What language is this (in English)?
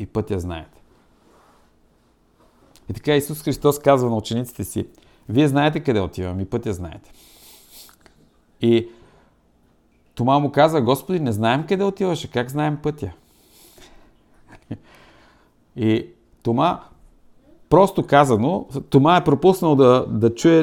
Bulgarian